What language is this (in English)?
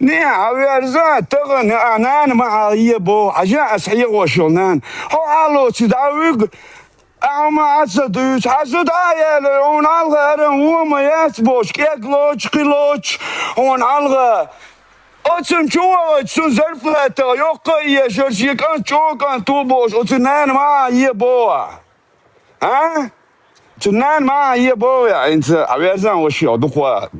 Chechen